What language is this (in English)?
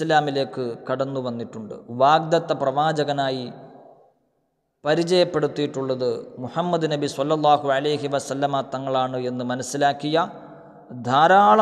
Malayalam